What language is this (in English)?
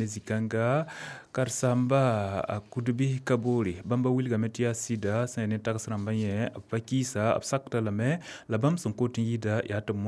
Mossi